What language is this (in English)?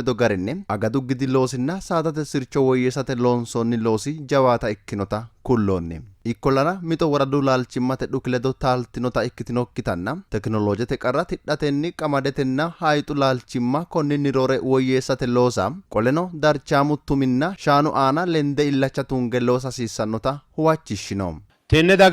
Sidamo